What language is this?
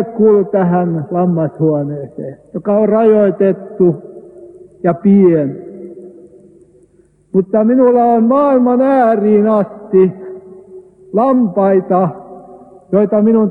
Finnish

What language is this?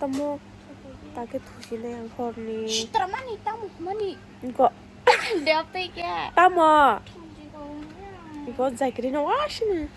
Kok Borok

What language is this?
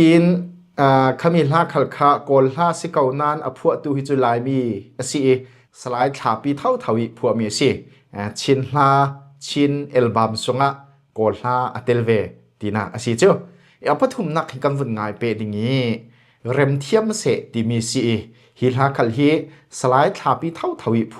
Falam Chin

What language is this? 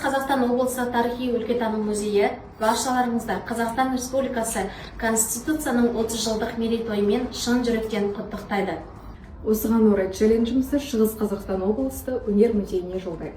Kazakh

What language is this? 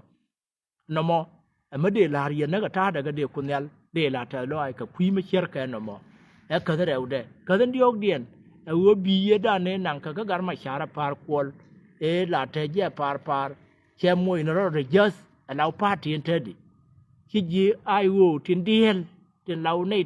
Nuer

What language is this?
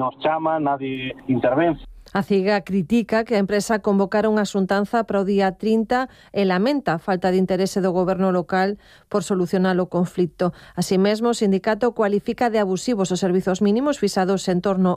Galician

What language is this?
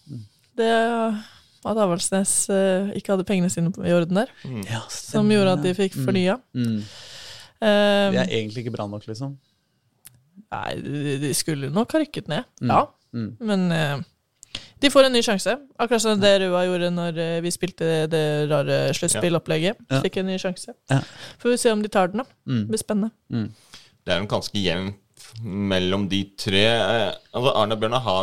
Norwegian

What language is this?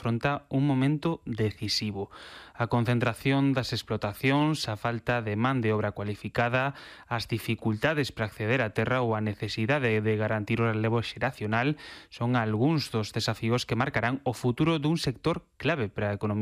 Galician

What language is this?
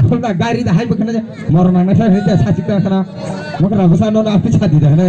Kok Borok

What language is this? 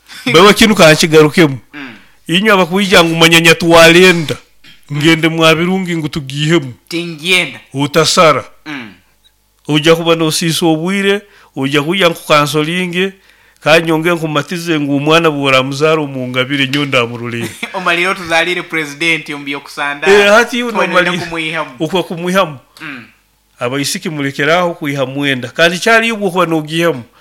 Nyoro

